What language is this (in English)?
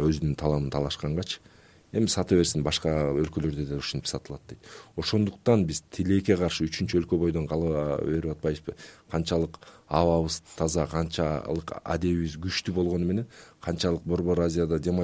Kyrgyz